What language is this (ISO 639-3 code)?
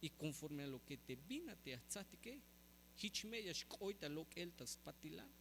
tzh